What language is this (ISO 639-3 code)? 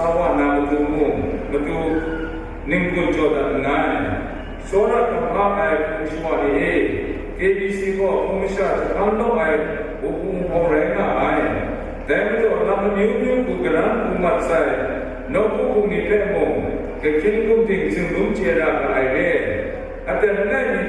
kac